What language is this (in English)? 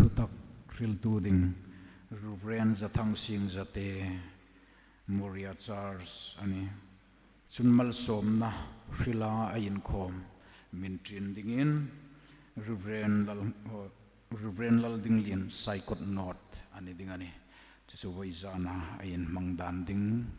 Hmar